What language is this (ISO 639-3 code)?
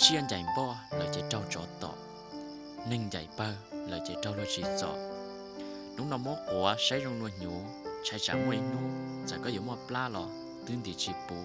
hmn